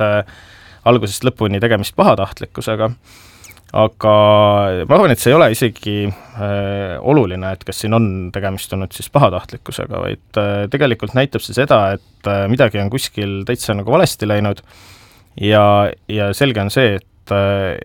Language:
Estonian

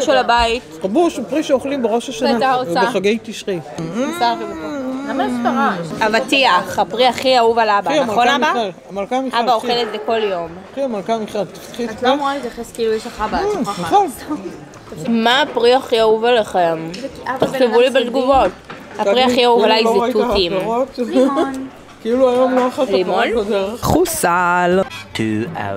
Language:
Hebrew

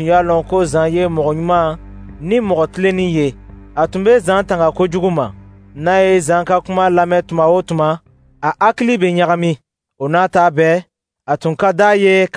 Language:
Dyula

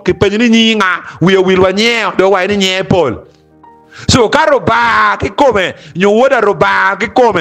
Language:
Acoli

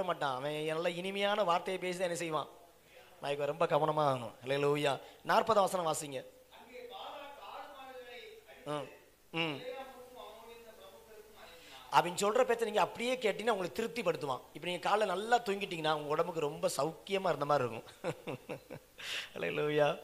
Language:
Tamil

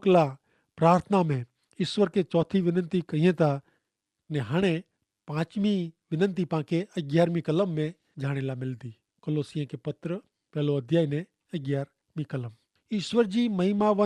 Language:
Kachhi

